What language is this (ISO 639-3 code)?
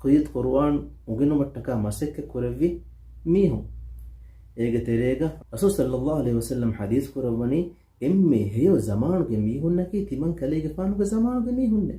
div